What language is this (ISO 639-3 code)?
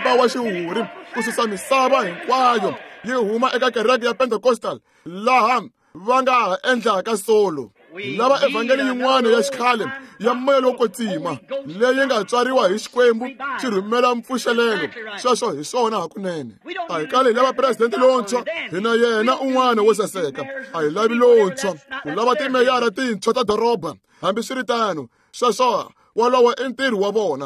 tso